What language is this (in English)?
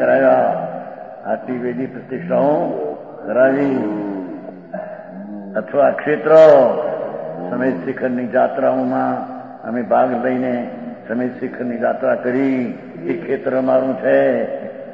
Gujarati